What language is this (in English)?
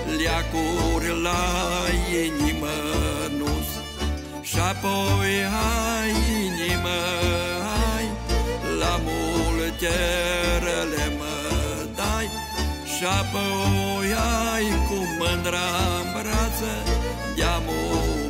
Romanian